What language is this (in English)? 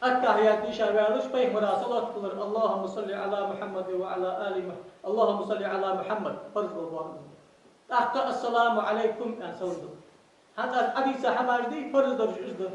Ingush